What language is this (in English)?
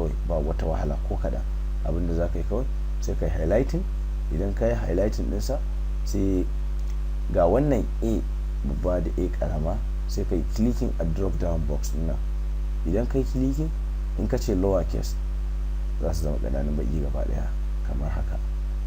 Hausa